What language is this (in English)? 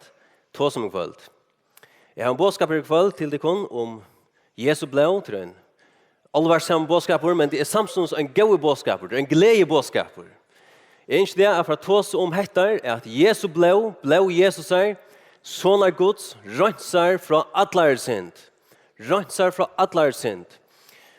Faroese